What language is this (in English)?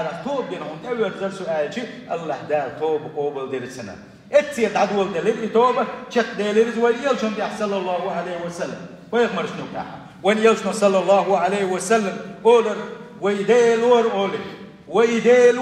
Chechen